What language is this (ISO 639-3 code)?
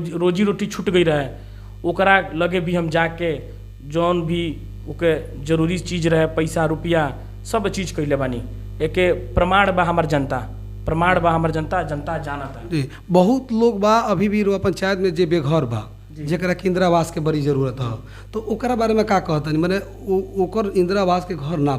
bho